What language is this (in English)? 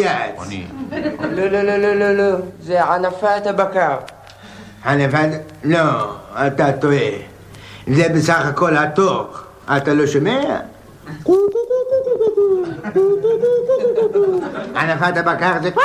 Hebrew